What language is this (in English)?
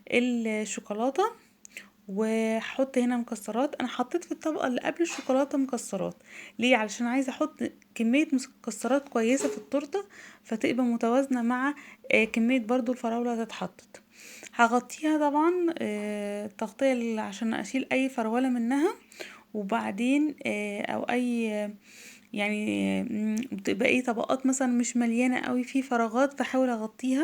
Egyptian Arabic